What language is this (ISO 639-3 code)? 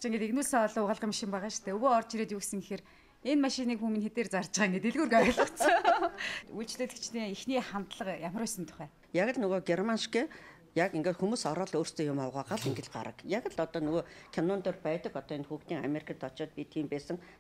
mon